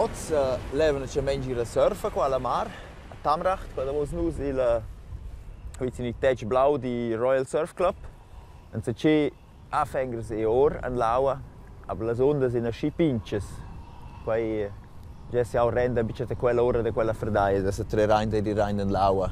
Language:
Romansh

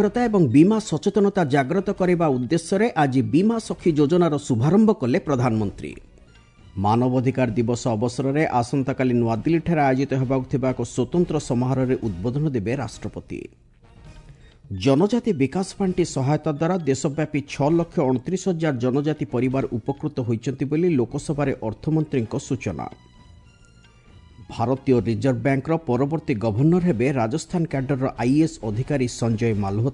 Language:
Odia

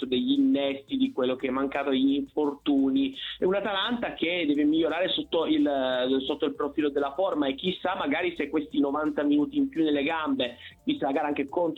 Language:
Italian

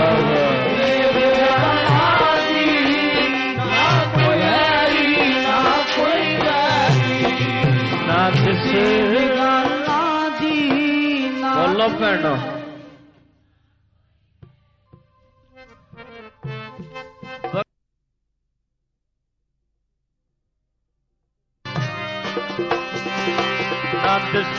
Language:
Punjabi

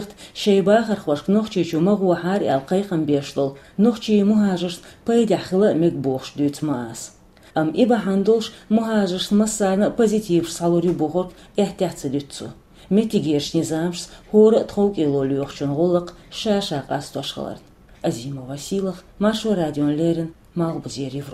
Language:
Chechen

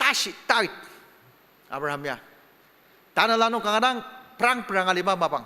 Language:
Ao Naga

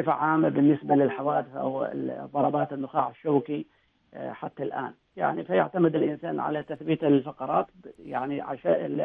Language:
Arabic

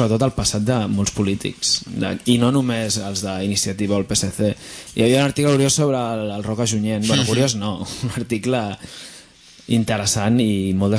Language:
Catalan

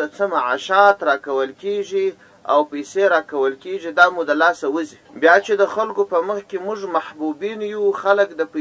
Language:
Pashto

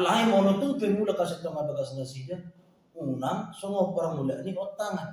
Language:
Batak Toba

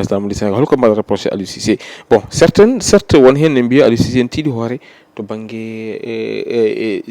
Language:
Fula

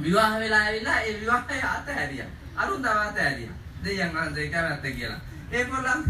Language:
Sinhala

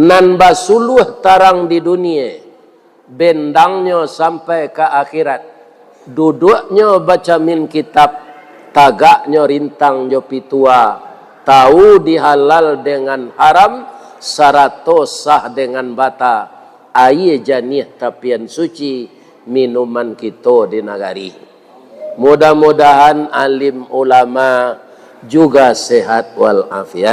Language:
Minangkabau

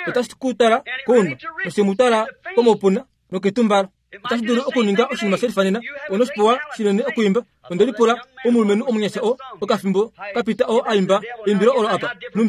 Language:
Kuanyama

